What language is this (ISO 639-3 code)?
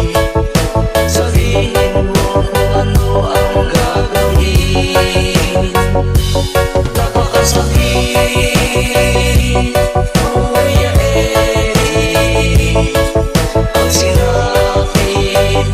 fil